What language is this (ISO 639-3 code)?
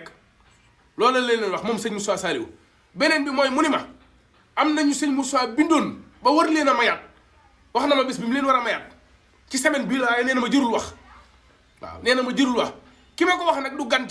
wol